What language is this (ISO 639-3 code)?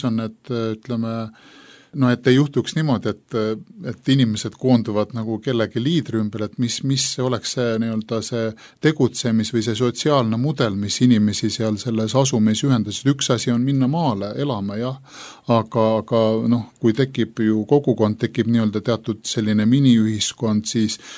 est